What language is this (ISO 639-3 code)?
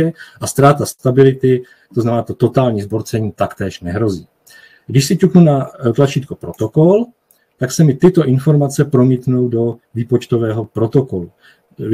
ces